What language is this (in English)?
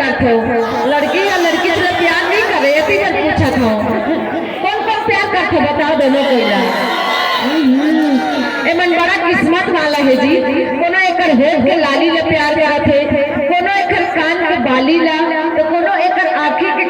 Chhattisgarhi